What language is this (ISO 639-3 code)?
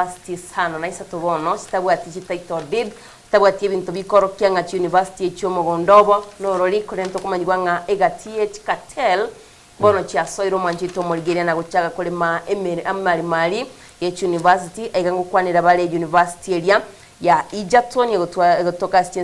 guz